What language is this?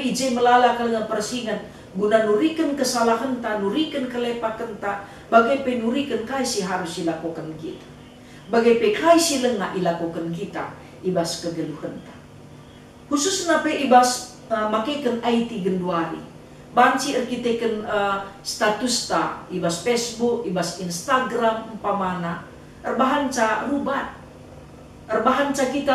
Batak Karo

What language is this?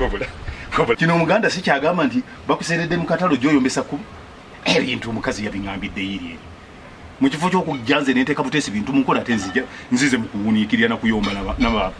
Ganda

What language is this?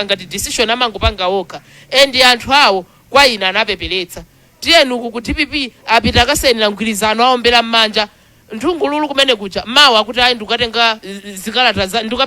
Nyanja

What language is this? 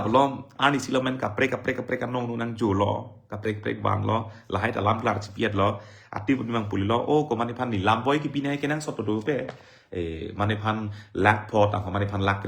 Karbi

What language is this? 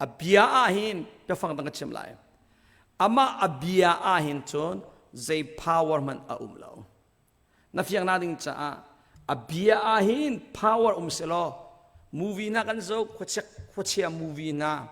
Hakha Chin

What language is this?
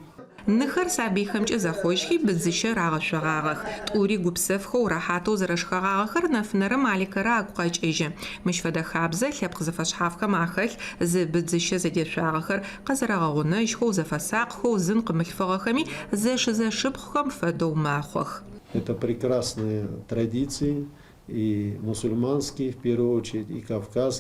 Adyghe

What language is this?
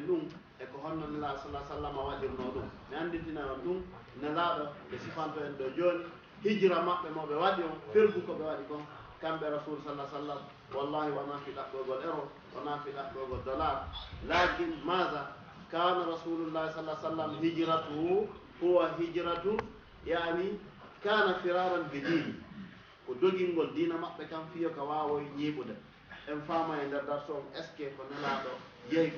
Fula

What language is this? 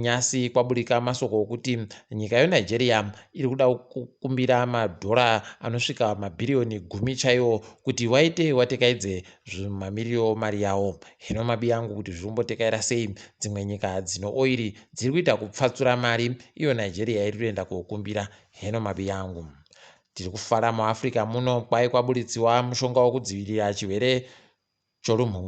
Ndau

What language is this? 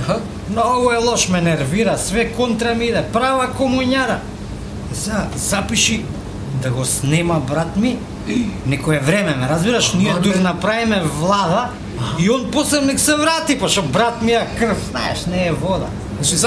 Macedonian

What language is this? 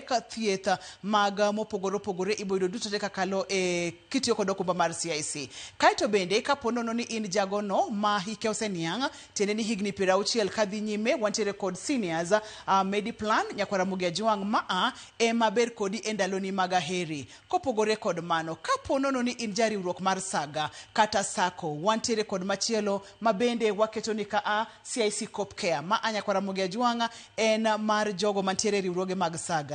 Luo (Kenya and Tanzania)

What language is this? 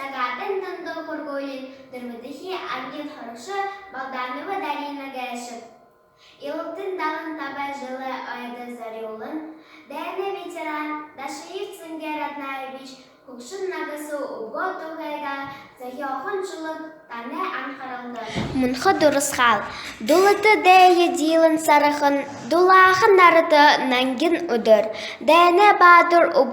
Buriat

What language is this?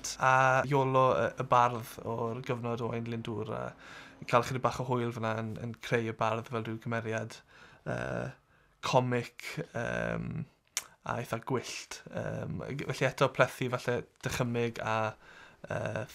Welsh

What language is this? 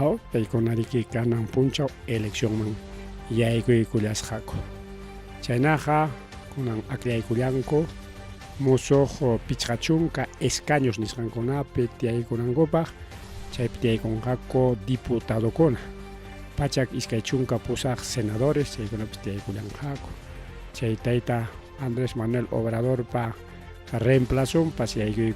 Ayacucho Quechua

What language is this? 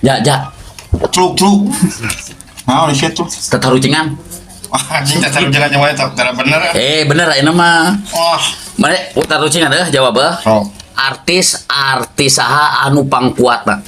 Sundanese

